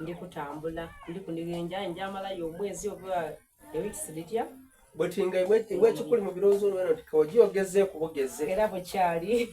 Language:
Soga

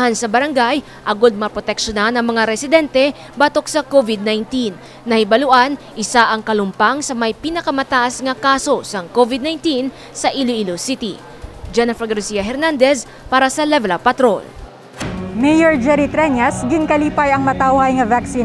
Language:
Hiligaynon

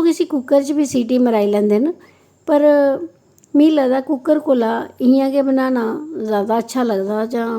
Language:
Dogri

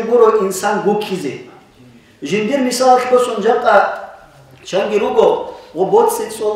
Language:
Avaric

